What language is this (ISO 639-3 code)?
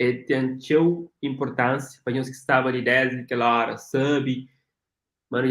kea